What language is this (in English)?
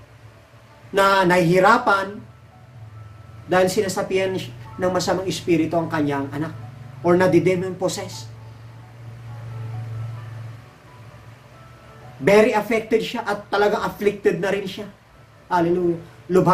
Filipino